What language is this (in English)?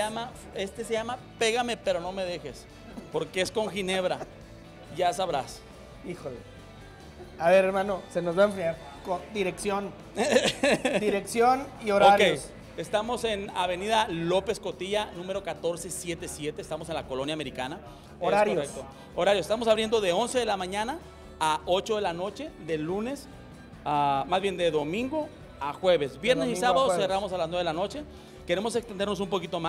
Spanish